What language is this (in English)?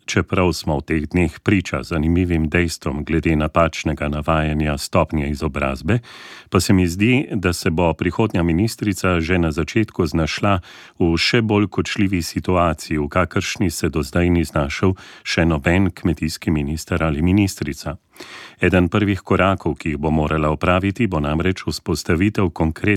Slovenian